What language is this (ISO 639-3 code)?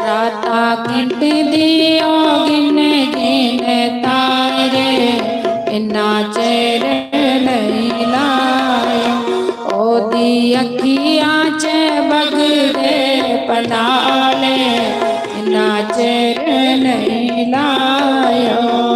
doi